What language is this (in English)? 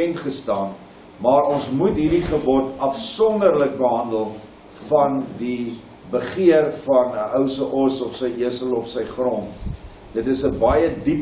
Afrikaans